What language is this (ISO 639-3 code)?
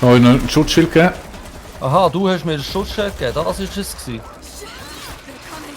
gsw